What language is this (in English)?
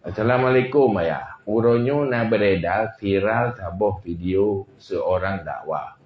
Achinese